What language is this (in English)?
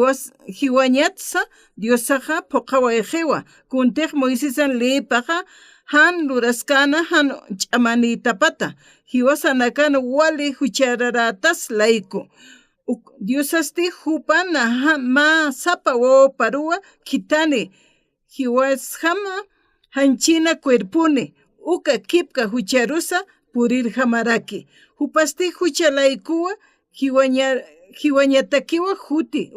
Aymara